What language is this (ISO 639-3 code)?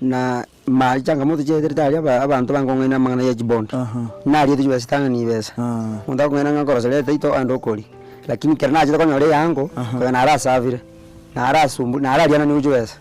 guz